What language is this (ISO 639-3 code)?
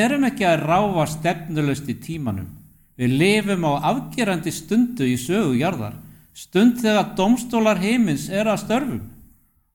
isl